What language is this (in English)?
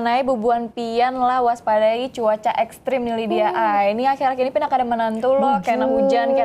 Banjar